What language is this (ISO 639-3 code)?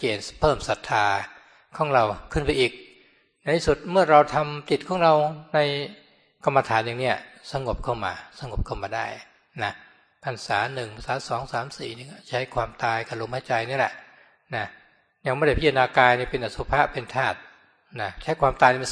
tha